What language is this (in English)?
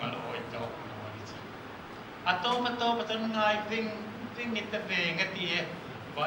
Hmar